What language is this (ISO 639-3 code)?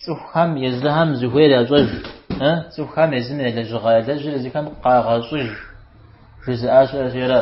kbd